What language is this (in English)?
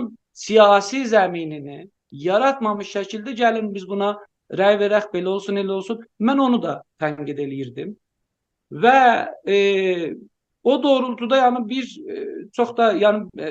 South Azerbaijani